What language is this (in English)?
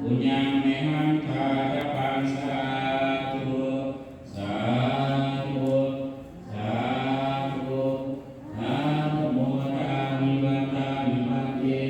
Pali